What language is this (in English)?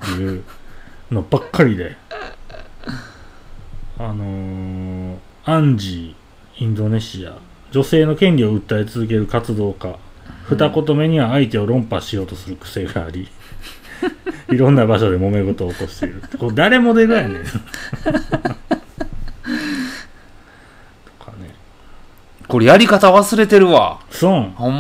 Japanese